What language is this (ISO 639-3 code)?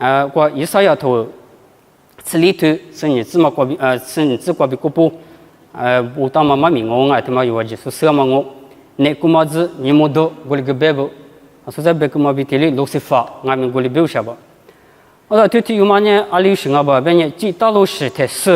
lis